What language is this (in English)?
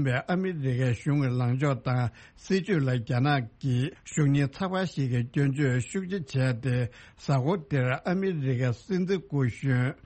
Tibetan